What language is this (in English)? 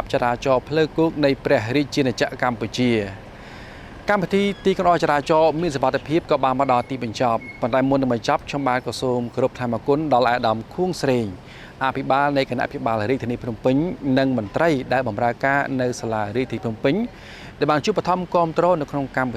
Khmer